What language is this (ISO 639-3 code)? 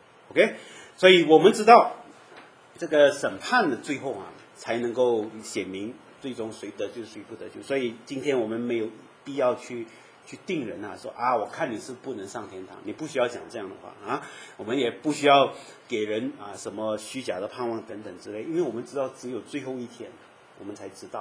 zho